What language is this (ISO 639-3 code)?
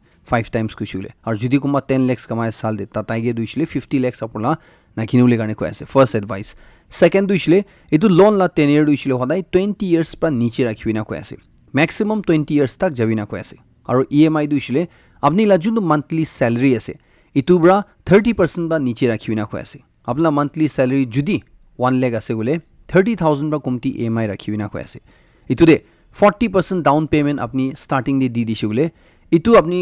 nag